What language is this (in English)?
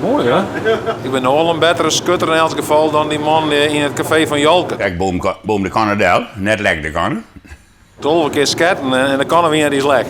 Western Frisian